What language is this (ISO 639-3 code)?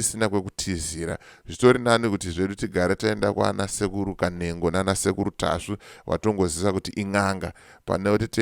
sna